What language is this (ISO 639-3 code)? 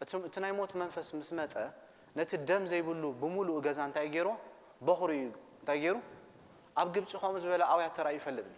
tir